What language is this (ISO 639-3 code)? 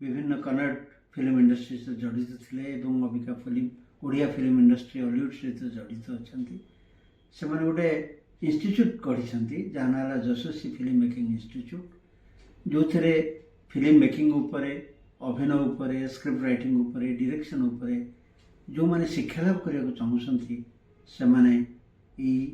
ori